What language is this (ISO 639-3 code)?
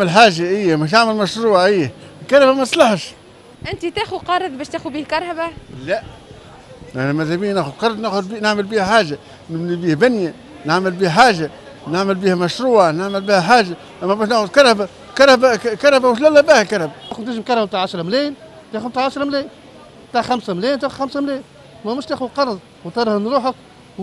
aeb